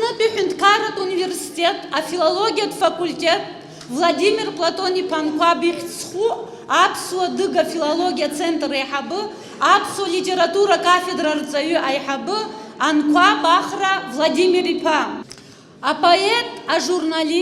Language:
Abkhazian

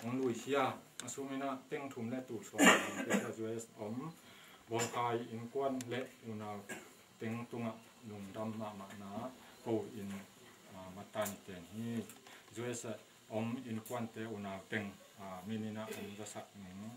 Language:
Tedim Chin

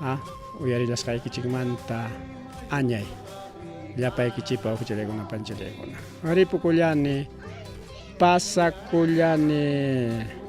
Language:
Ayacucho Quechua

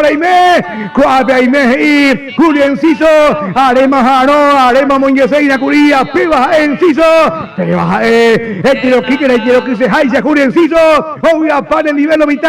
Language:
Guarani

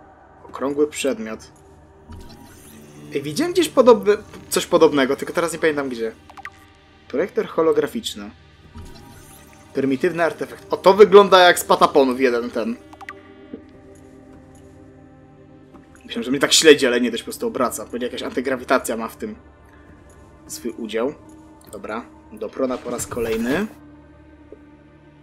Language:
Polish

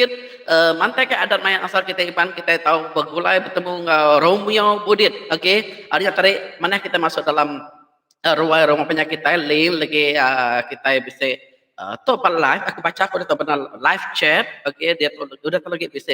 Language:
Iban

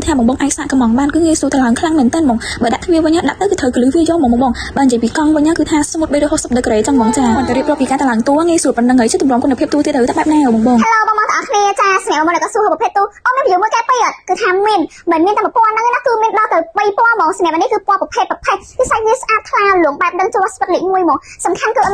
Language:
Khmer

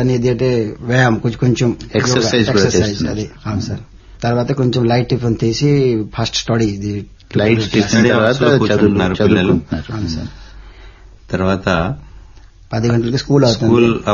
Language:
Telugu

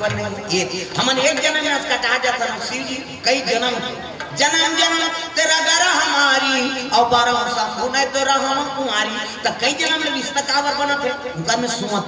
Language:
Chhattisgarhi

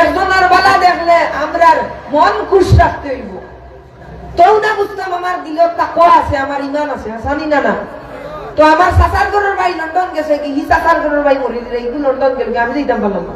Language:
Sylheti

